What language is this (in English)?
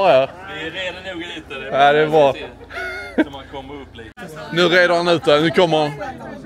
Swedish